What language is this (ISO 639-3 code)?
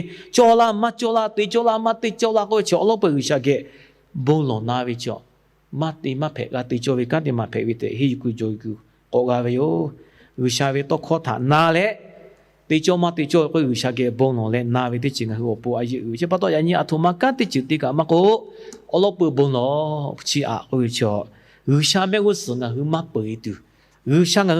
lhu